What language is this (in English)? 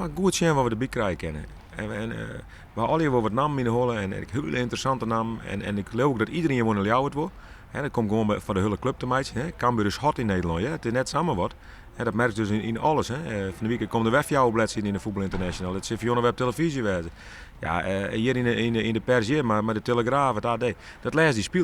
Western Frisian